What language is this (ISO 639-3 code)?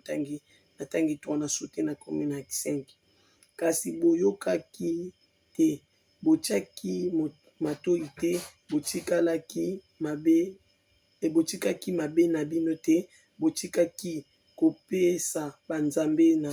lin